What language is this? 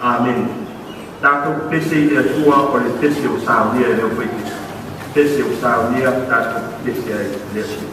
Samoan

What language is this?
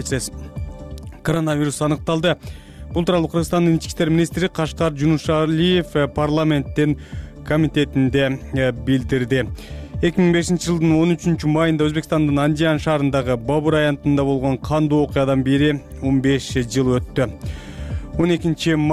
Kyrgyz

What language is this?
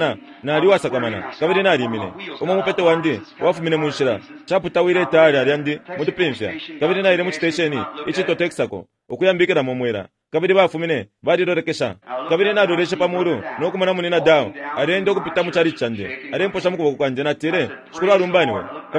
Bemba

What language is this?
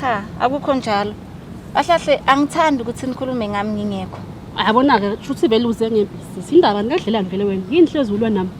Zulu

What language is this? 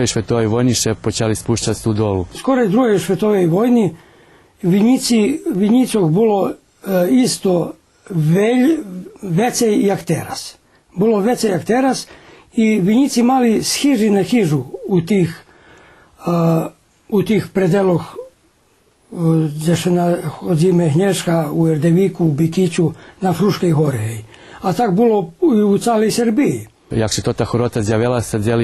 Rusyn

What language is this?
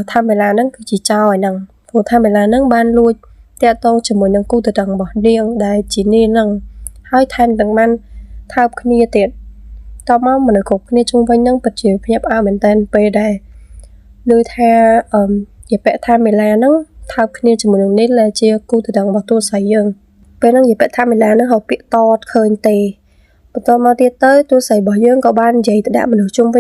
Khmer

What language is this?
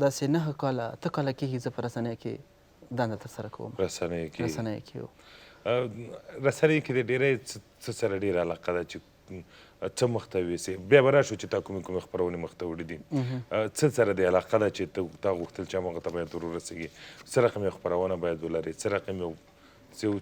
Pashto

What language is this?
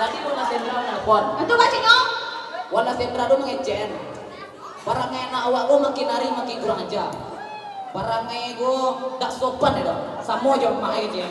Minangkabau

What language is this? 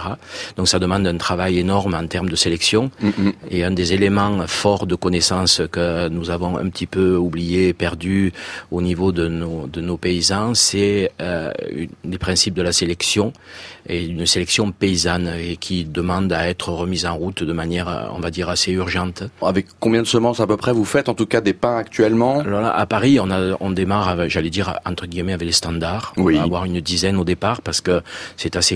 French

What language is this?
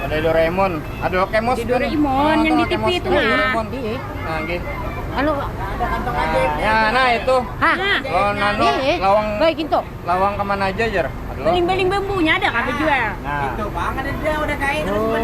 Banjar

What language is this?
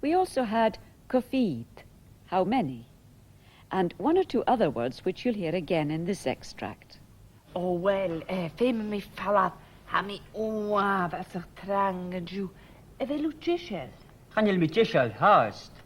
Scottish Gaelic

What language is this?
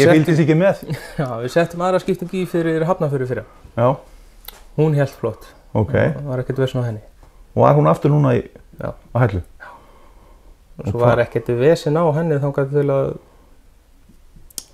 Icelandic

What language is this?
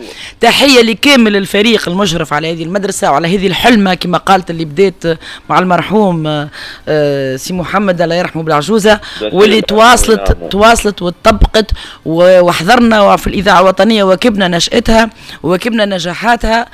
Tunisian Arabic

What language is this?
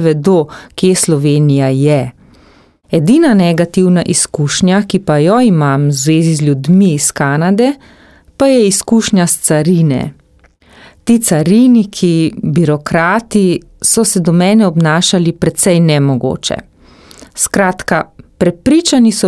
Slovenian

